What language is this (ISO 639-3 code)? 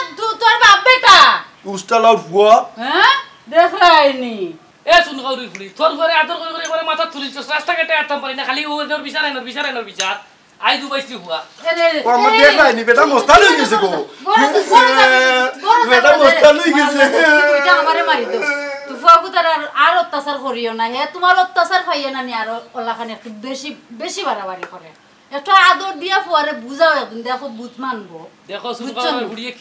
syl